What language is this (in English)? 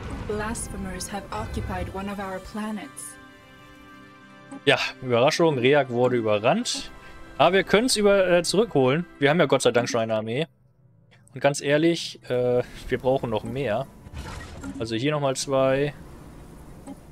German